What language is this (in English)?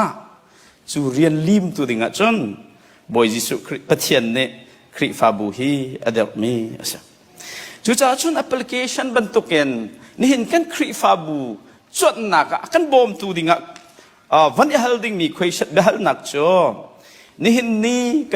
Hakha Chin